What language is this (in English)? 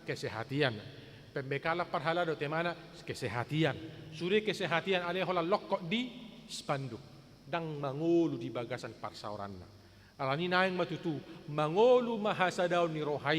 Batak Toba